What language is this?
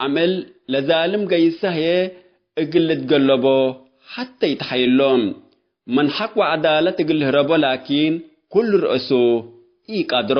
Tigre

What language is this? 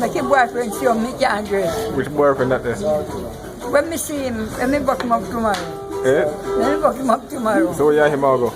Jamaican Creole English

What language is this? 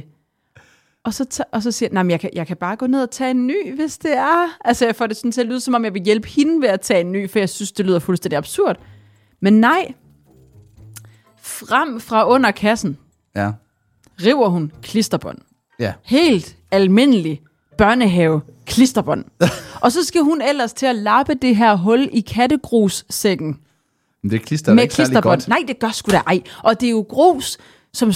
Danish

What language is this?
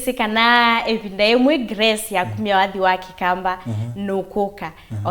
Kamba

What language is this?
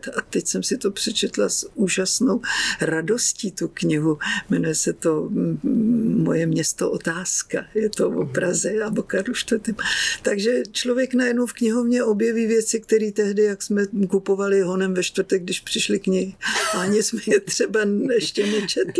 Czech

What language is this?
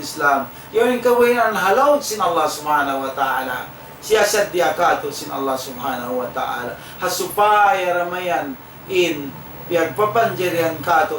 Tausug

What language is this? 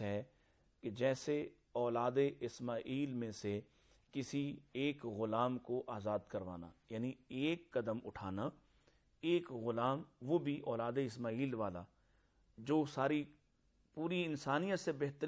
Urdu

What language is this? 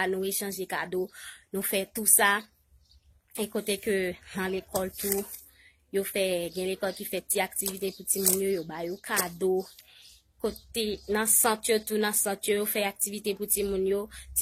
Haitian Creole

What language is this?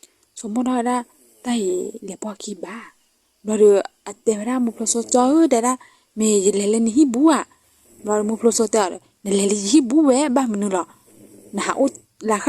S'gaw Karen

